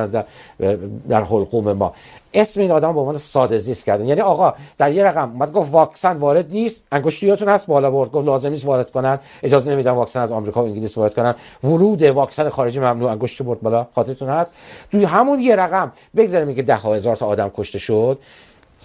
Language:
Persian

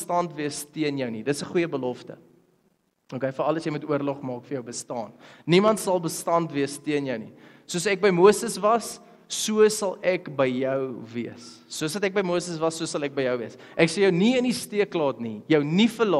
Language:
Afrikaans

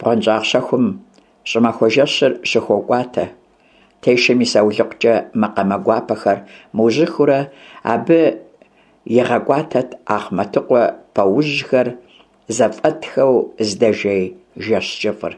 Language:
Kabardian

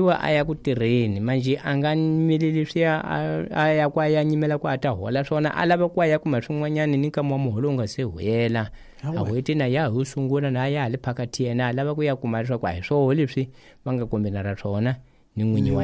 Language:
Tsonga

